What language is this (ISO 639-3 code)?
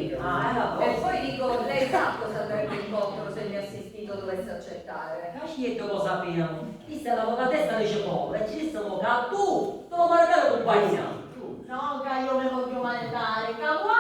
scn